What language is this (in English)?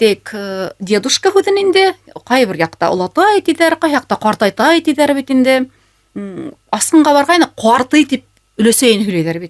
Bashkir